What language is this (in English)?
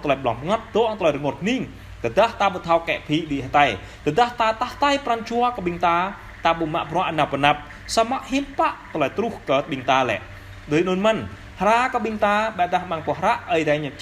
Jarai